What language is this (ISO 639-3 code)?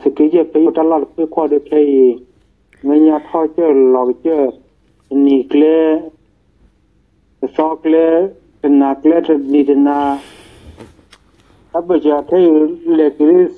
ksw